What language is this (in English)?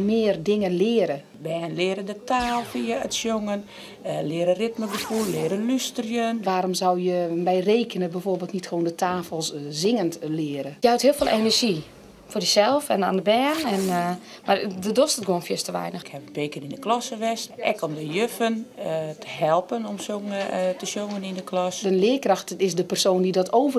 Western Frisian